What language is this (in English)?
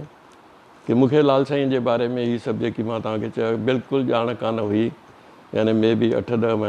Sindhi